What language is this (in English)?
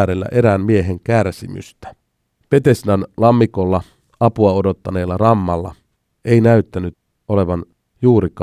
Finnish